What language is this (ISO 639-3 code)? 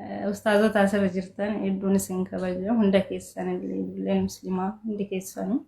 orm